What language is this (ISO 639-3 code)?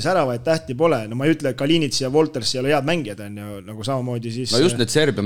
est